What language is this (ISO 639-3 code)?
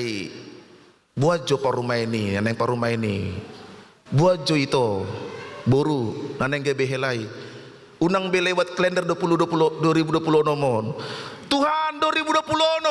bbc